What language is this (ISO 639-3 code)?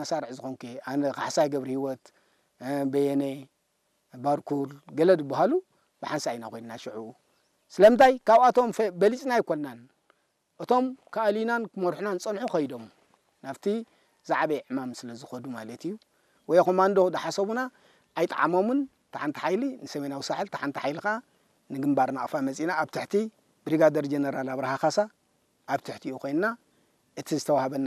tir